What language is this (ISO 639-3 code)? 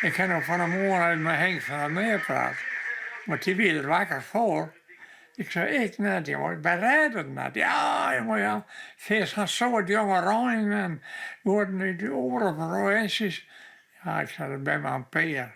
fry